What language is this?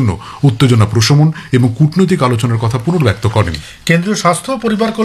Bangla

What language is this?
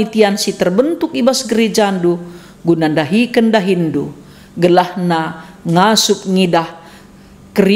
Batak Karo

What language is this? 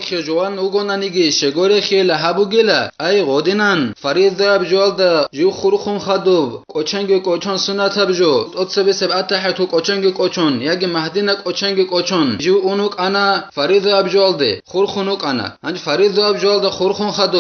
Avaric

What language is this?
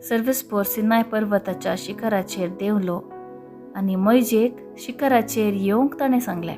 Konkani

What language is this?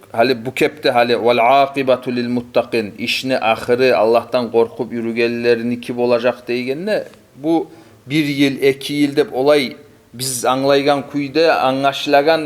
Kumyk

